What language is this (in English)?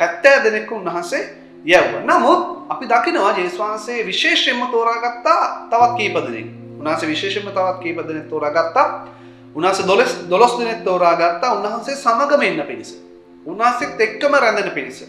Sinhala